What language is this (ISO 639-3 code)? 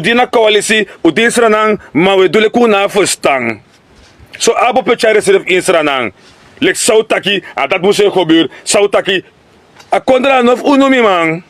srn